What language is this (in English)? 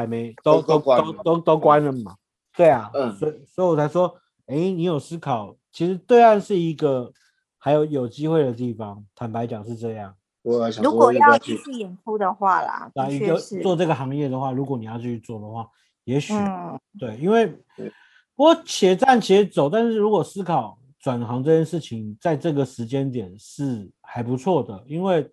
Chinese